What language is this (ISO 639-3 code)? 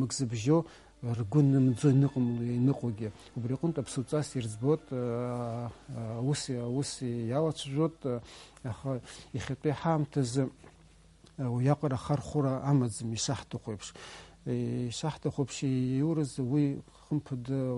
abk